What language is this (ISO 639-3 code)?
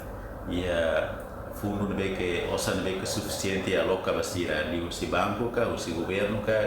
tet